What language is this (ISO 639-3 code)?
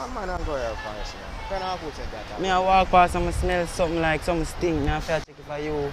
jam